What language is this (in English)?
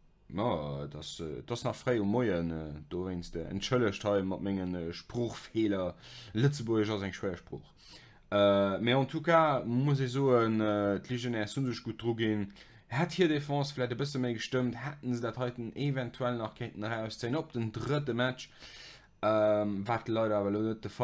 Luxembourgish